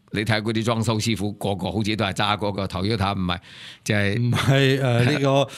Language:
Cantonese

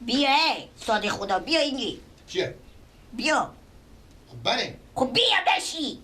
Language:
Persian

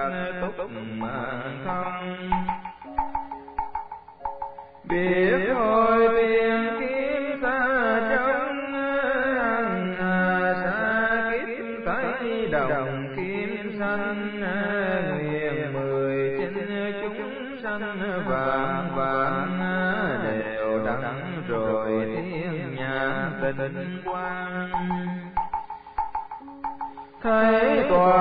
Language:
Vietnamese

